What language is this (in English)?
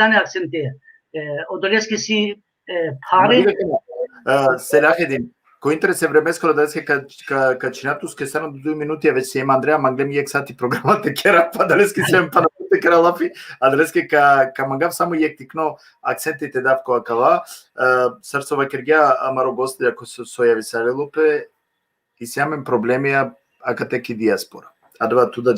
Balkan Romani